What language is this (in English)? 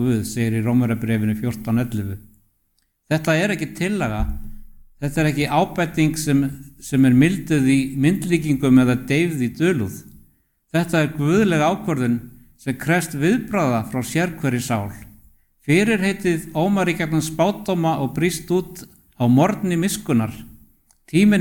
Icelandic